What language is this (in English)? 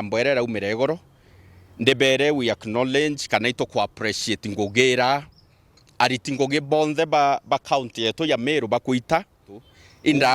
Meru